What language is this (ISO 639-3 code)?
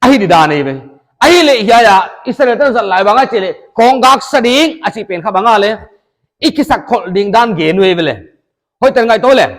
pck